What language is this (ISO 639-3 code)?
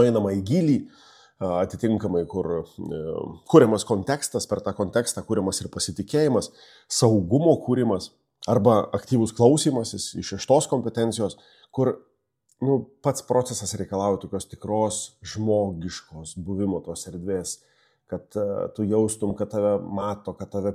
lit